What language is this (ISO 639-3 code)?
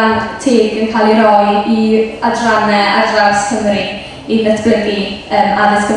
cym